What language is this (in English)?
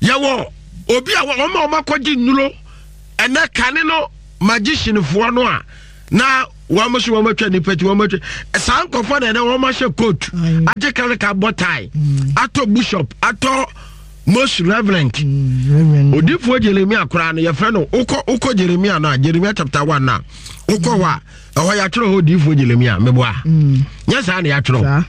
Akan